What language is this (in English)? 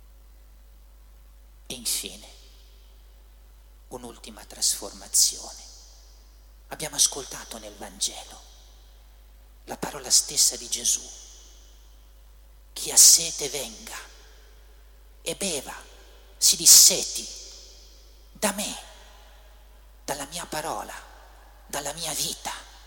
Italian